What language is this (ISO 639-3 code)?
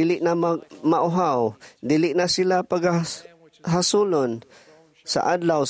ceb